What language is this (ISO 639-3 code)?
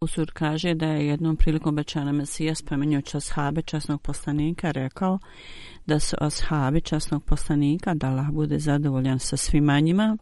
bos